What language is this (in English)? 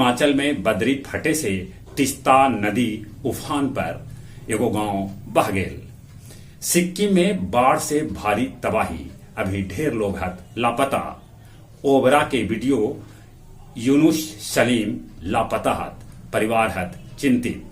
Magahi